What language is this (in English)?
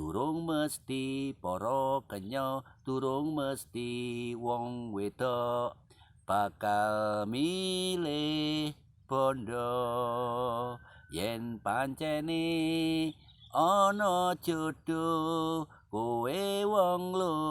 Javanese